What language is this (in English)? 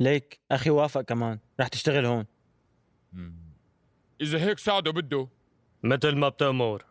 North Levantine Arabic